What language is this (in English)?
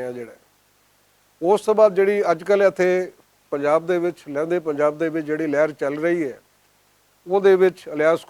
Western Panjabi